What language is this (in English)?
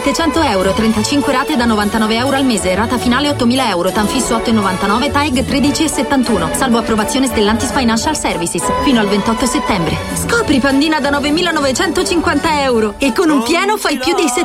Italian